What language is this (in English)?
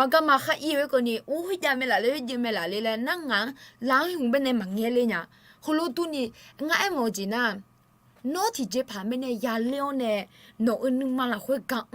Akha